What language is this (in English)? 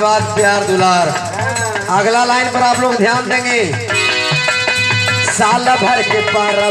Bhojpuri